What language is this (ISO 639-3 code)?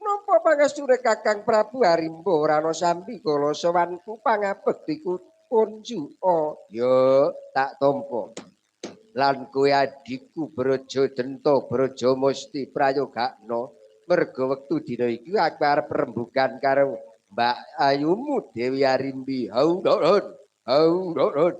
jav